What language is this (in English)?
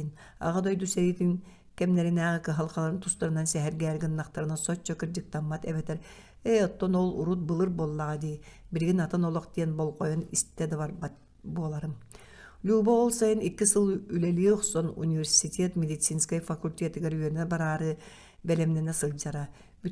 Yakut